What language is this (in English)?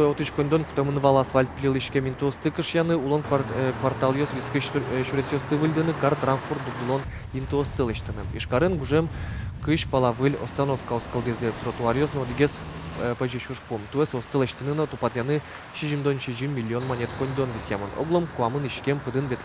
Udmurt